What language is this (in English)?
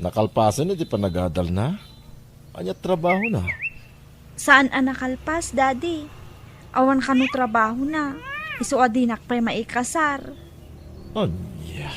Iloko